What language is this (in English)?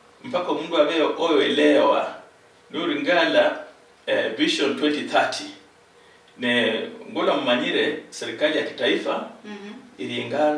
Luyia